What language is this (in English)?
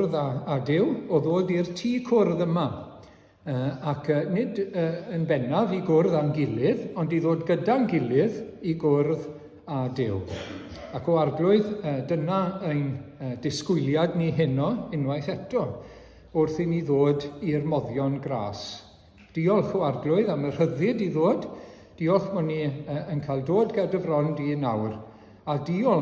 Welsh